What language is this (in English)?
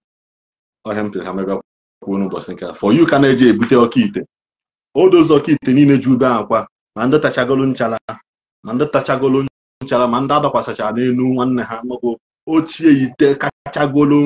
Igbo